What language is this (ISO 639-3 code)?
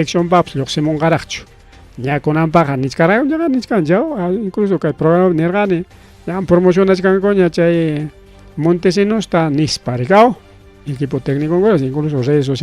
quy